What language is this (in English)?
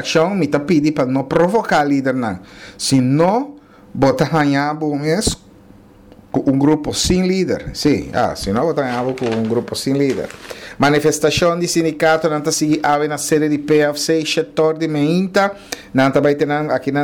Papiamento